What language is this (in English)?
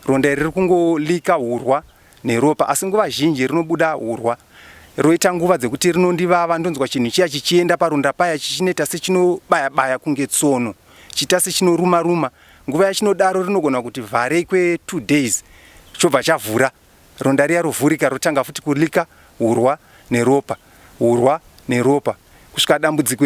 Shona